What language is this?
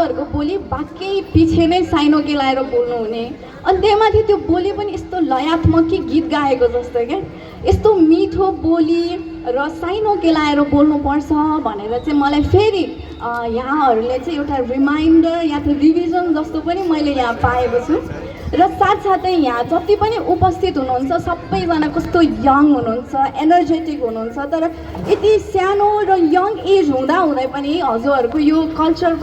Nepali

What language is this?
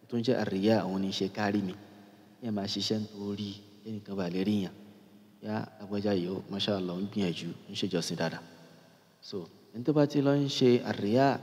Yoruba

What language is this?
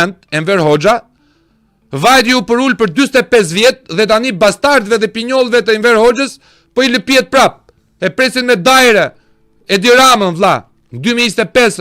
Albanian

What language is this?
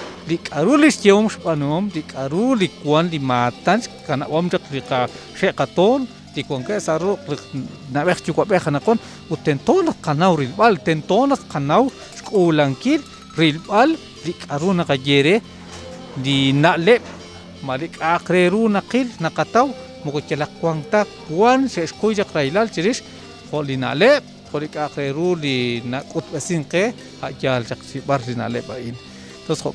Kekchí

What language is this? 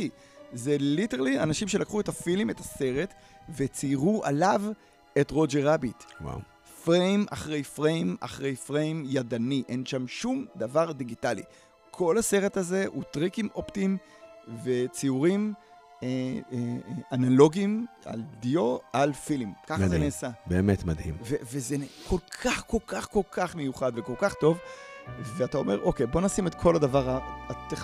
Hebrew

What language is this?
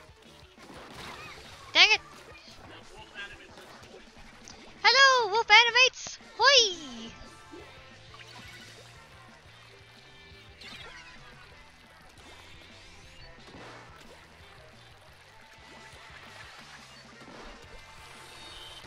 English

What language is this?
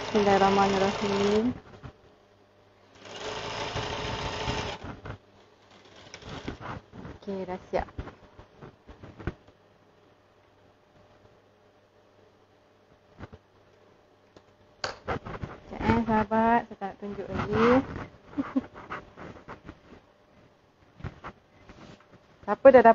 Malay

